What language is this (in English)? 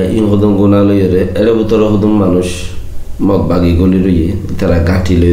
Rohingya